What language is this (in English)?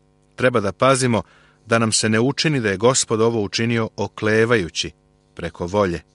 Serbian